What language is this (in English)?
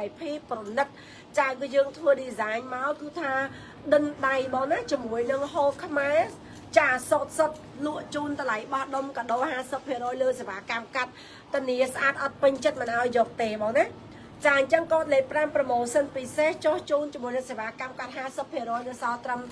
Khmer